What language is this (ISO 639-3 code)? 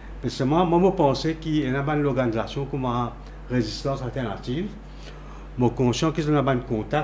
mfe